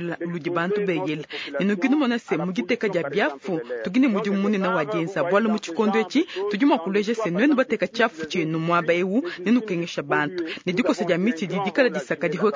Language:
Luba-Lulua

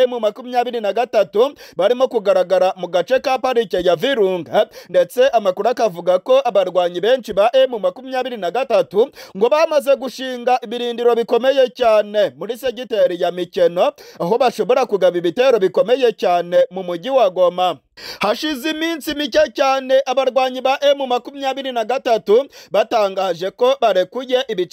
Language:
Kinyarwanda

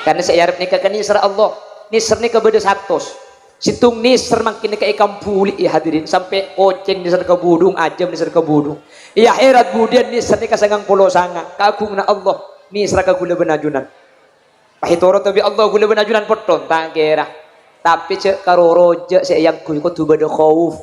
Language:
Madurese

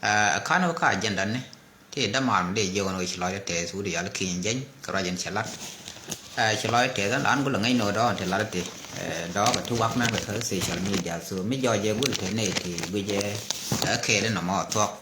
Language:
Nuer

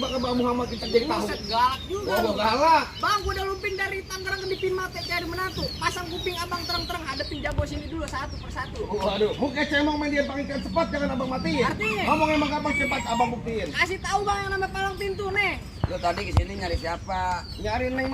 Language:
Betawi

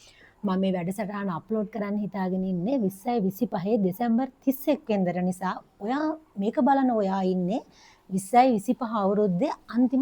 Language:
Sinhala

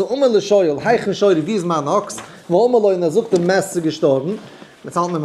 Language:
Yiddish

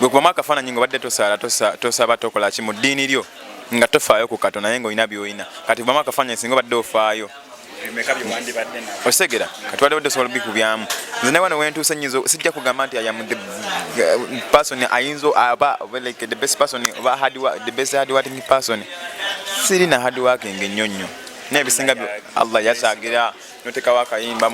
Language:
Ganda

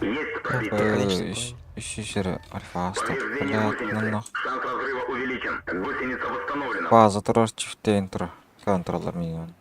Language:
Yakut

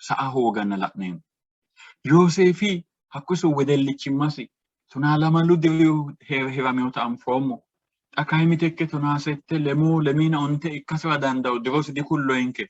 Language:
Sidamo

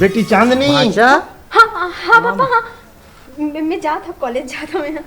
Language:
Chhattisgarhi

